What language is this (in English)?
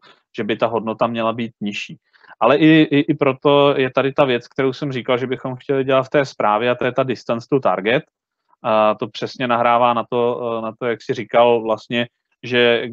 Czech